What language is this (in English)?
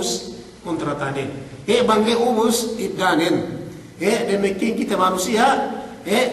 Yakan